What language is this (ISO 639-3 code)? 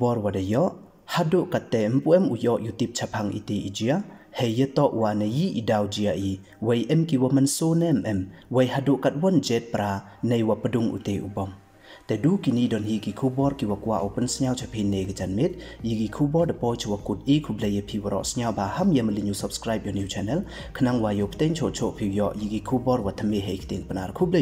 pbv